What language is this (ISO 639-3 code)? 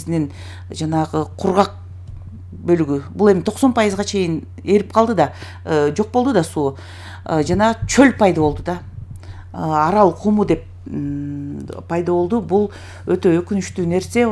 kir